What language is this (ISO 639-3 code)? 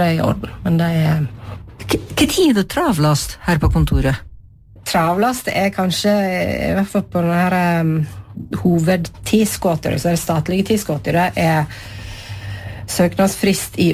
nor